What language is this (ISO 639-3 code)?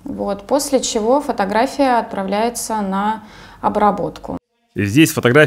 rus